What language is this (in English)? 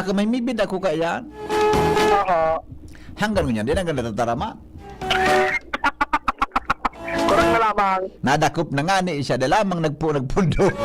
Bikol